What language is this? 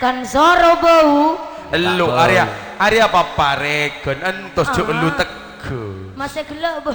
Madurese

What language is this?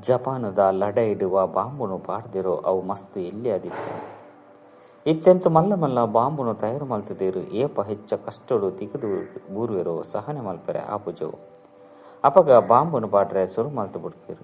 Tulu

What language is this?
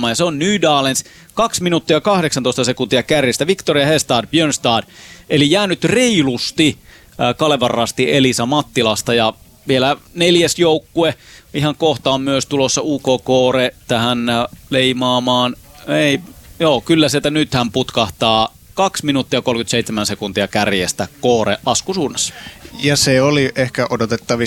Finnish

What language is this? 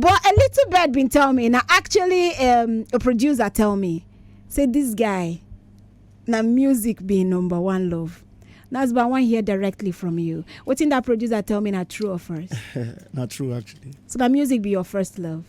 Nigerian Pidgin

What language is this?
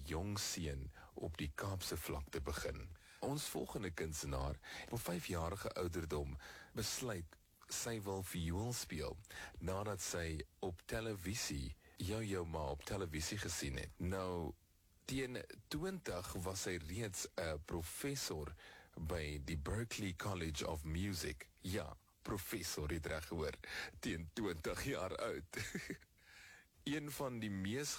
Afrikaans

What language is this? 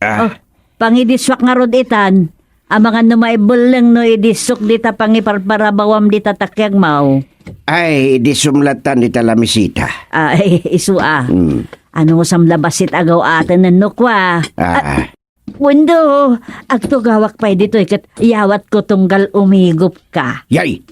Iloko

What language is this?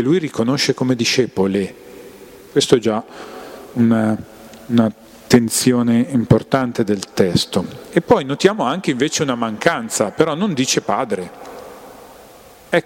Italian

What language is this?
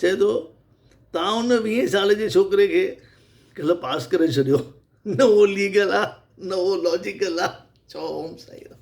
Sindhi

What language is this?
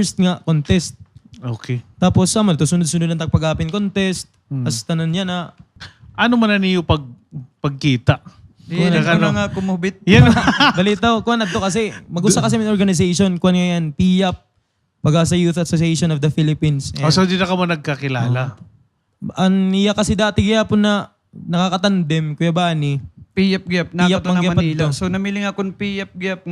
Waray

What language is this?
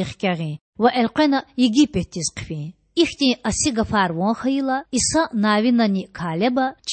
Lezghian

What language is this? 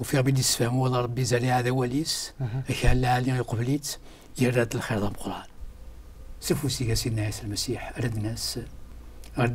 Kabyle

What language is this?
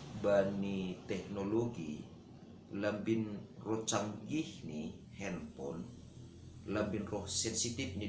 Batak Simalungun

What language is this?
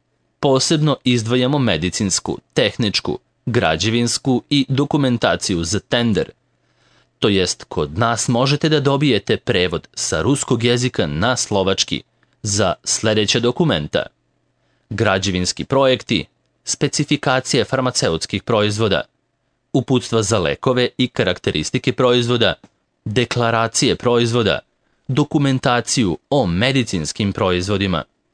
Serbian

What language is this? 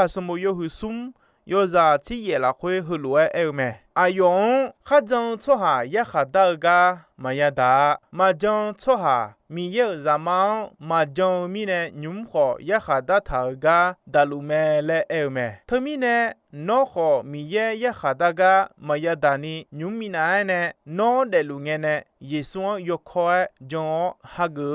Akha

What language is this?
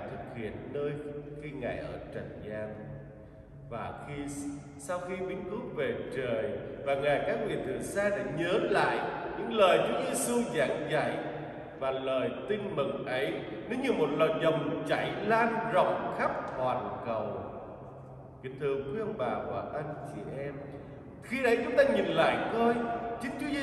Vietnamese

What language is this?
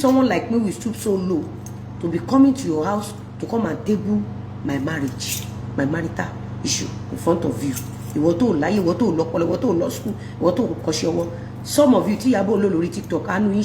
Yoruba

